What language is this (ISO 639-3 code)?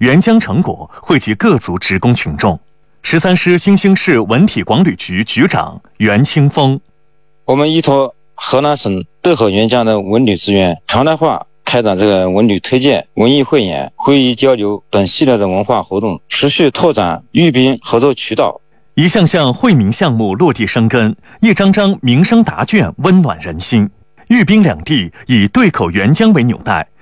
zho